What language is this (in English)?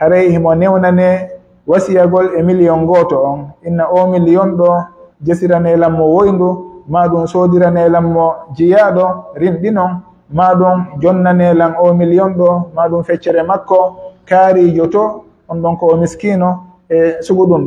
Pular